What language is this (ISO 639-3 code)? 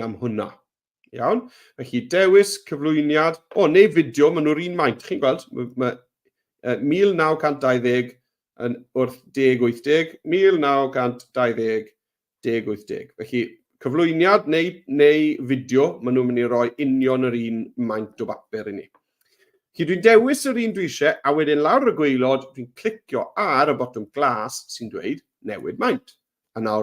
cym